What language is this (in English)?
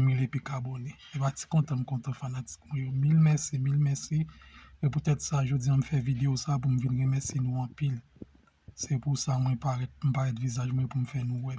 Haitian Creole